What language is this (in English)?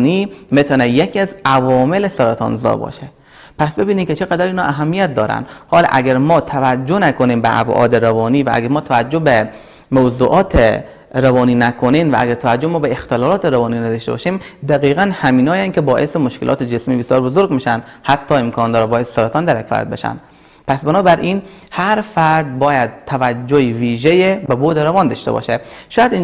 Persian